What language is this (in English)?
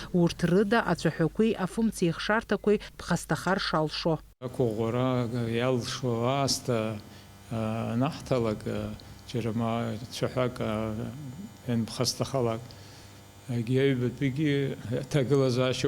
Abkhazian